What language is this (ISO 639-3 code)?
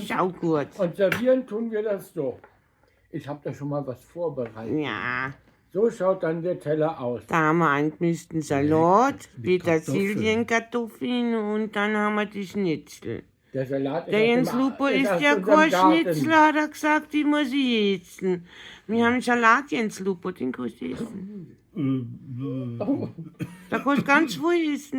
bar